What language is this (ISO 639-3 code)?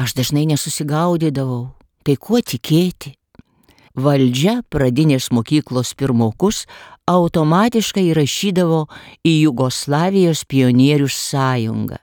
lit